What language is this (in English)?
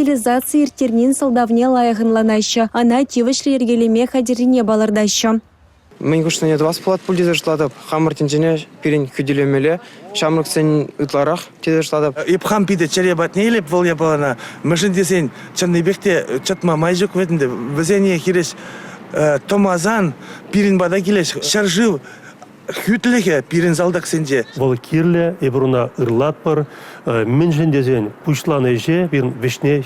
Chuvash